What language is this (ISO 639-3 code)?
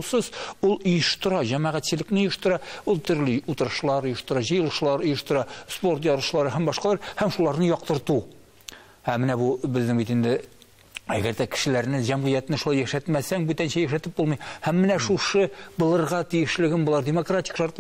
tat